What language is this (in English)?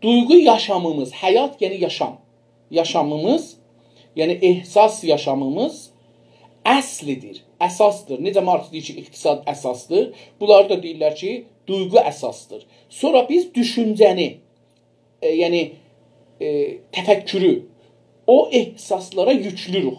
South Azerbaijani